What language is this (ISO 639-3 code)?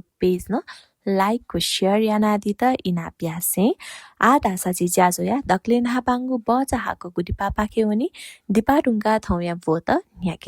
new